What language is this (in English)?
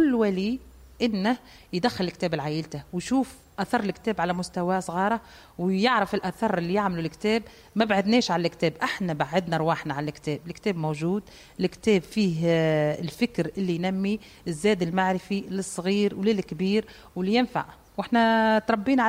Tunisian Arabic